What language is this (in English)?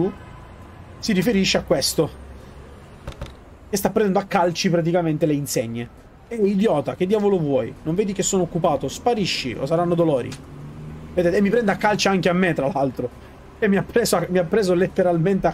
Italian